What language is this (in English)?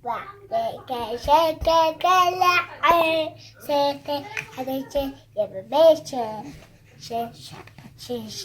Tigrinya